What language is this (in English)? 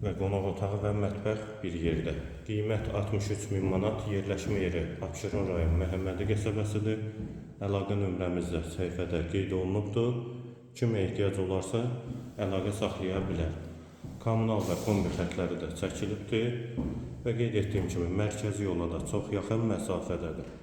Azerbaijani